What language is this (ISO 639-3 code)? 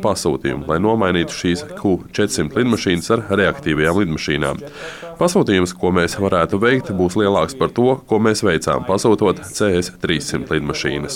lav